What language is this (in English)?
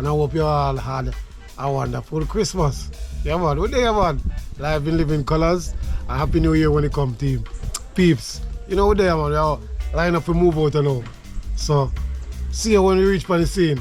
Jamaican Creole English